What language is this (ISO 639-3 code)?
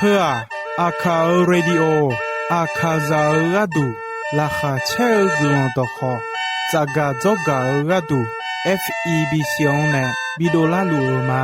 ahk